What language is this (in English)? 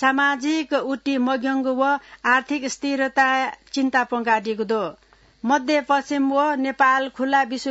Newari